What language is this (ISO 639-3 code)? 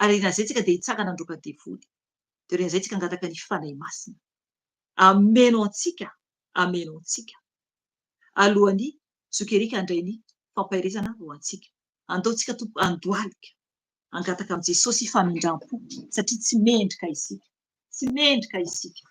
mlg